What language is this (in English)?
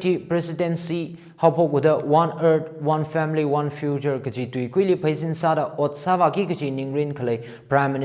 Tangkhul Naga (India)